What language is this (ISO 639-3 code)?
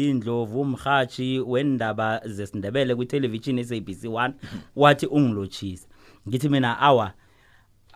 nbl